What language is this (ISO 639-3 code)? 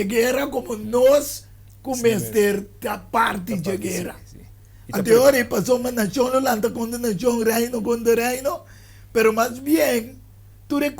pap